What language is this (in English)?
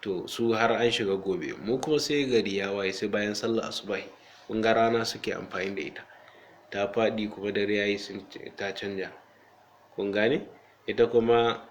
Hausa